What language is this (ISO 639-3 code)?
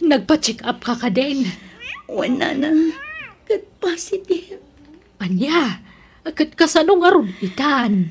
ilo